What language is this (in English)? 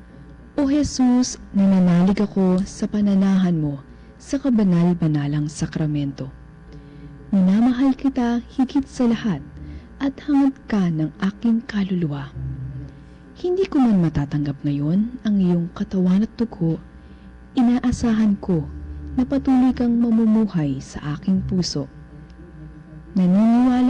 Filipino